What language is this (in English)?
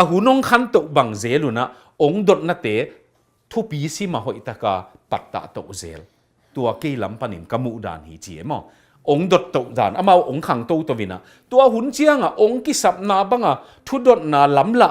Tedim Chin